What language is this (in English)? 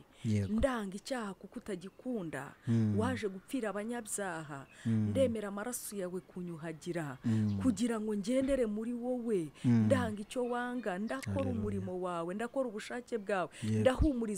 Kinyarwanda